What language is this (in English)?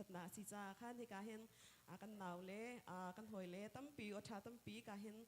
Hakha Chin